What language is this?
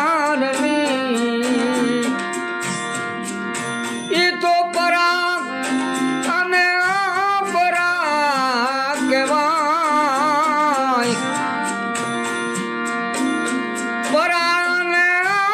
Gujarati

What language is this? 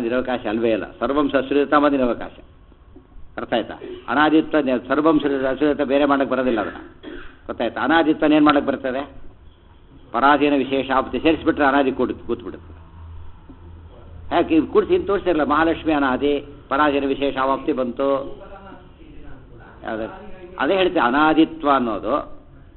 Kannada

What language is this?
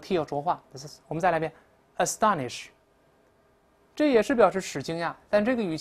Chinese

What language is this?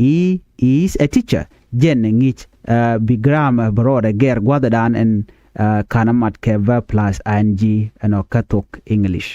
Nuer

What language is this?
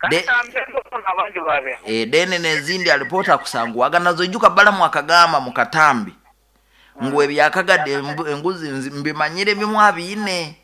Nyoro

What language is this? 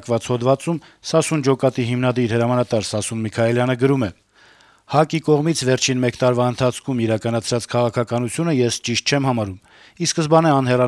Armenian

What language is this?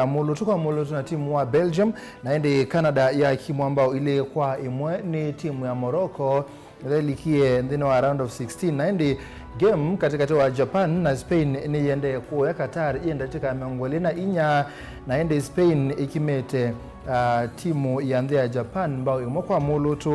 Kamba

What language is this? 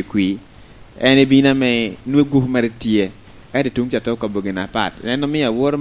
Lango (Uganda)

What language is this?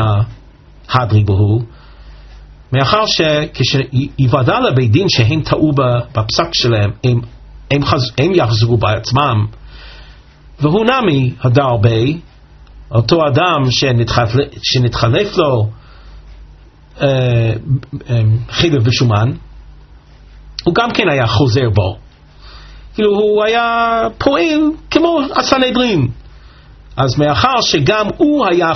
Hebrew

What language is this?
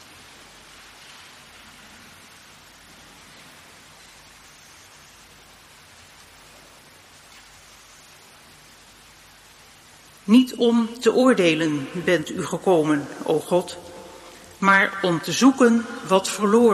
Dutch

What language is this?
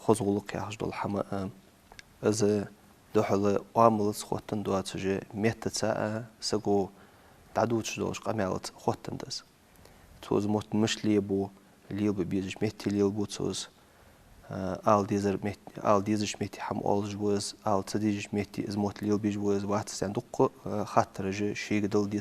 Ingush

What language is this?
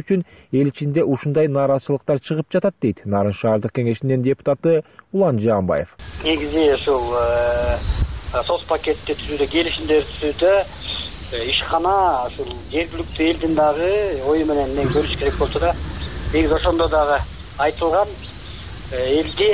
Kyrgyz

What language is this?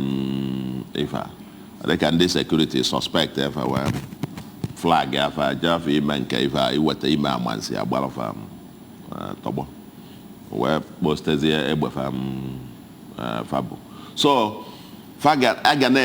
Igbo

